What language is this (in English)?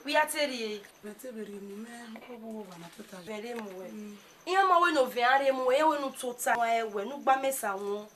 Bini